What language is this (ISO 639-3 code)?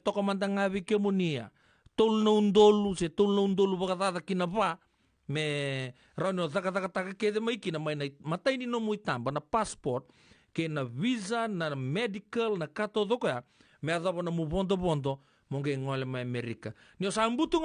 fij